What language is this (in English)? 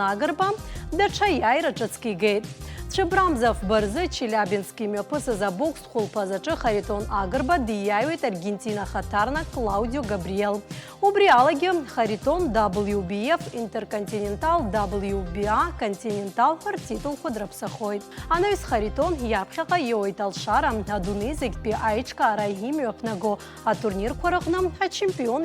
Abkhazian